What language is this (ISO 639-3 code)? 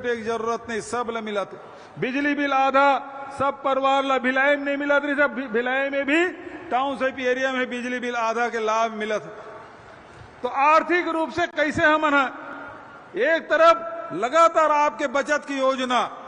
hne